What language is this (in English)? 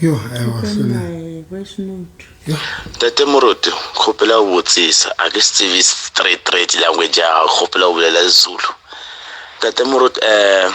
Southern Sotho